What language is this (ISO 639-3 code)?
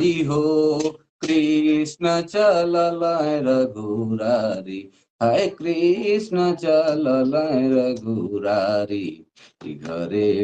sck